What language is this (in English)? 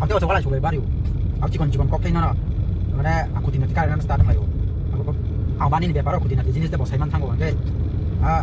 Kok Borok